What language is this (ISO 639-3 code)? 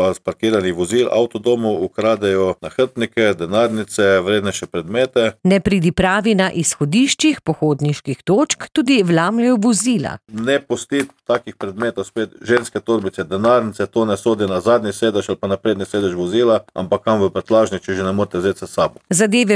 slv